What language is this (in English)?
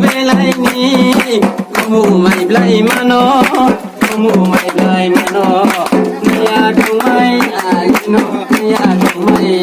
Riang (India)